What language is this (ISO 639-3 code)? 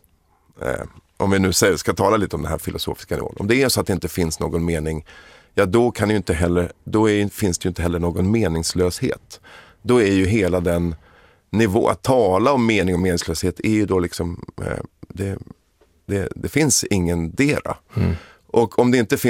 swe